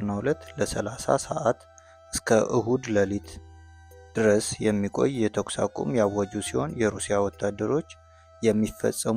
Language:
Amharic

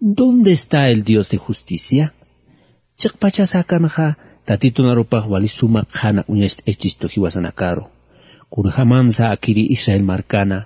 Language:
Aymara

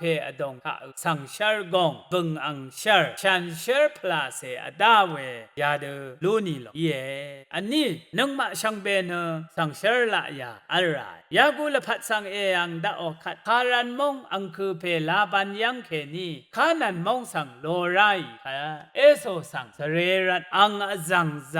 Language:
Rawang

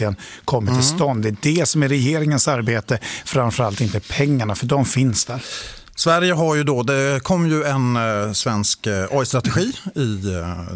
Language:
Swedish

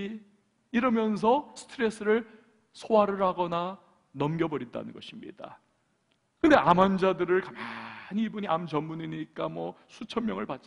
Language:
Korean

